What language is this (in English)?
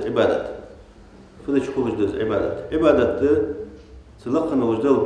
Ingush